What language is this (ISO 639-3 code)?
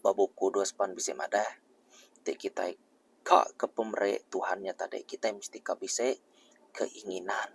iba